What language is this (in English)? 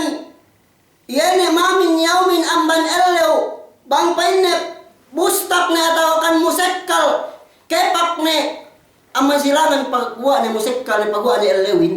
Yakan